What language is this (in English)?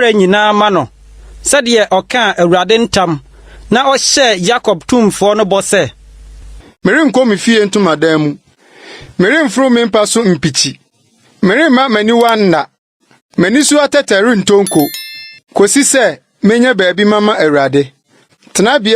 Akan